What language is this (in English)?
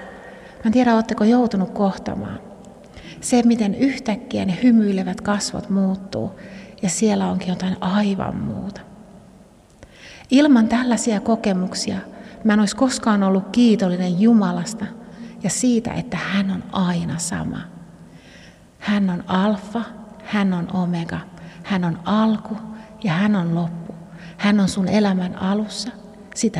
Finnish